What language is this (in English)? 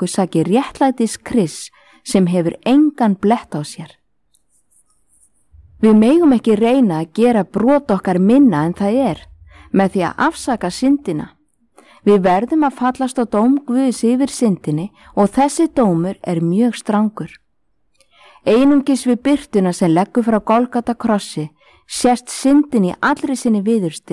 Icelandic